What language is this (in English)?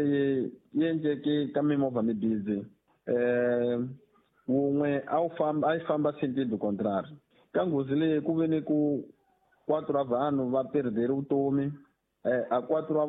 Tsonga